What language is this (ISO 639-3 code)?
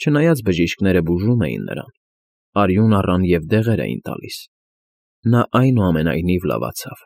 hye